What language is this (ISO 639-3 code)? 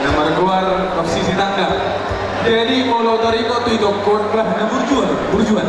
bbc